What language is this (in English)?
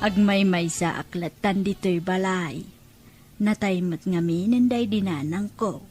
Iloko